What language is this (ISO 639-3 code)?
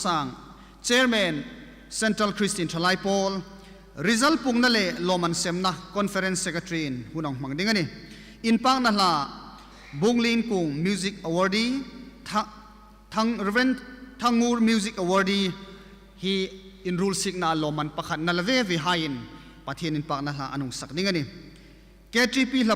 hmr